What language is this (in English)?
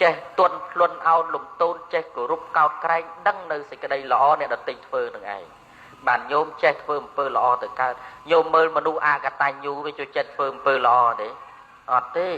Khmer